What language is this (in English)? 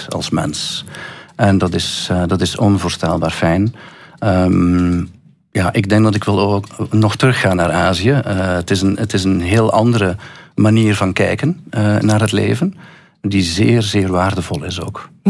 Dutch